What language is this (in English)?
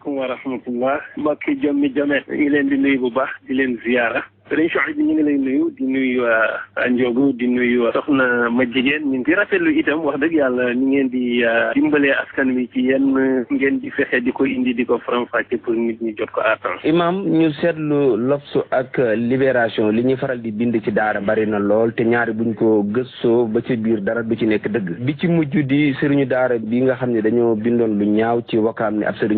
Wolof